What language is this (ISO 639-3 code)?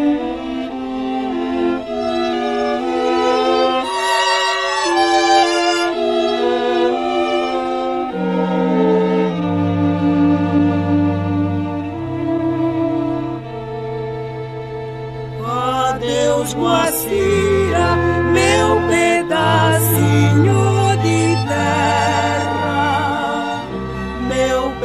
por